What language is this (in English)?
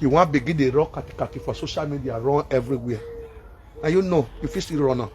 Nigerian Pidgin